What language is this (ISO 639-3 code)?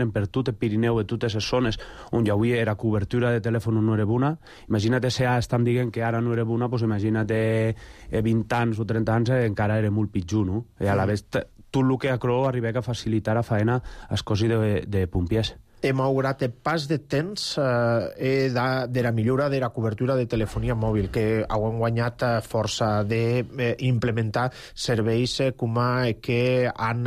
cat